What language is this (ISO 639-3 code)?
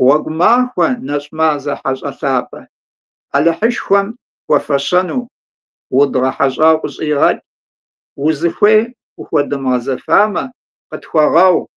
kbd